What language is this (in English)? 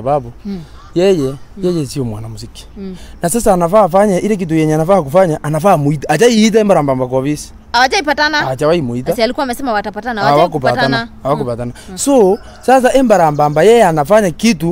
Swahili